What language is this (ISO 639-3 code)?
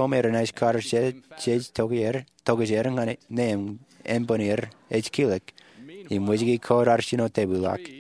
mah